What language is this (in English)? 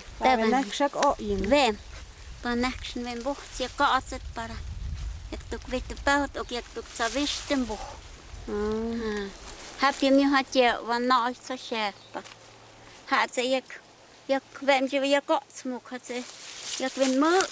Totontepec Mixe